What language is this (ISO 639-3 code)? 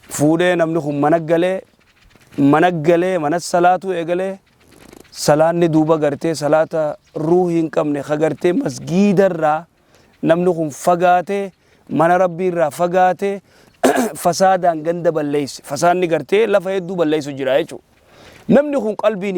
orm